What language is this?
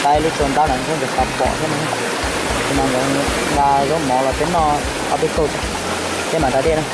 Hmong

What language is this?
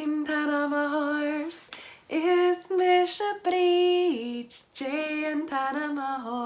Scottish Gaelic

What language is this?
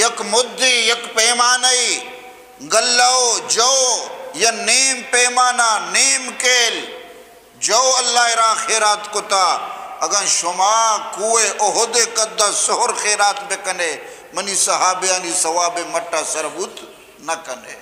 Eastern Balochi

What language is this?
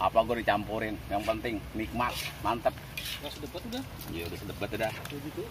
Betawi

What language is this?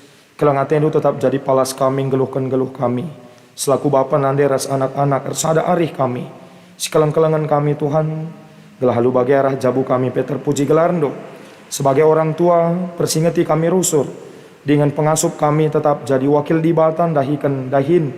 Batak Karo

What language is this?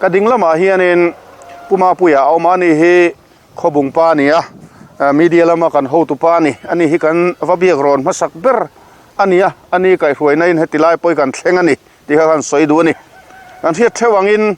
Mizo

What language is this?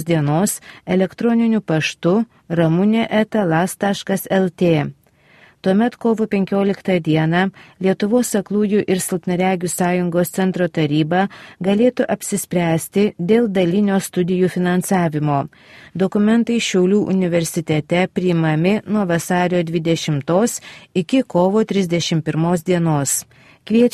Lithuanian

